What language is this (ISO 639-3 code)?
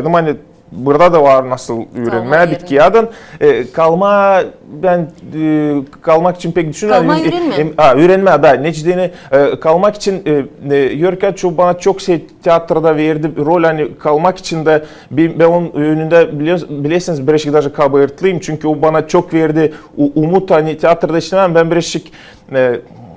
gag